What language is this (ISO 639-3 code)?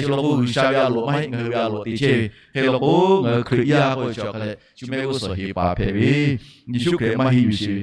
lhu